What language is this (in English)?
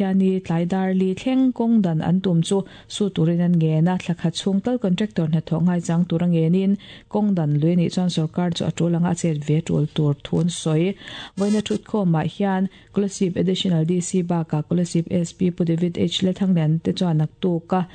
Mizo